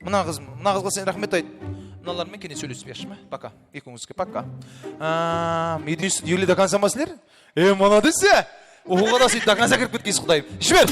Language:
Kara-Kalpak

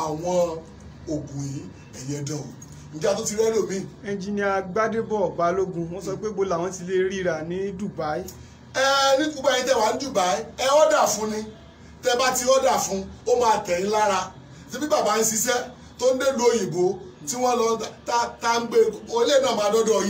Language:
Yoruba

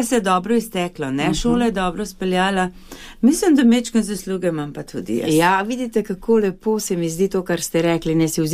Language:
Slovenian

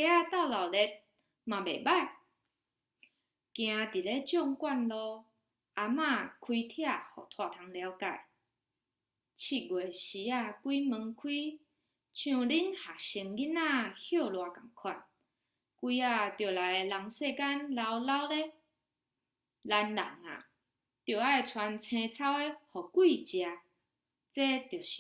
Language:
Min Nan Chinese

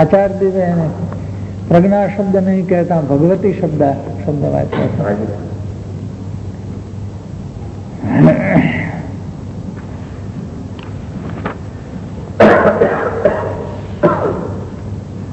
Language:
Gujarati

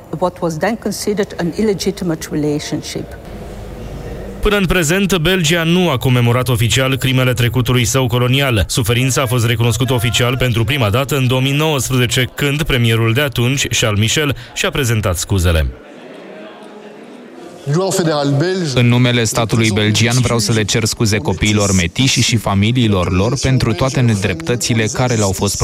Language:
Romanian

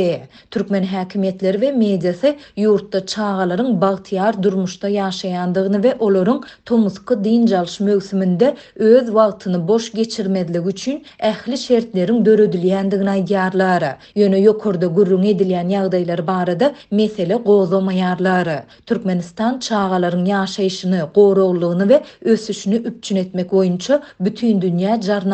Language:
Turkmen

